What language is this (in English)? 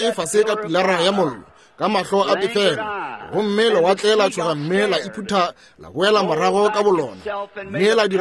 Northern Sotho